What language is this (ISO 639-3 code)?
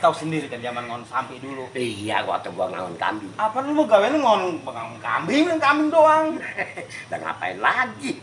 bew